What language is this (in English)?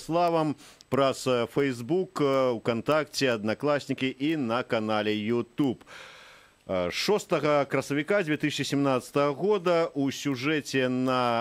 Belarusian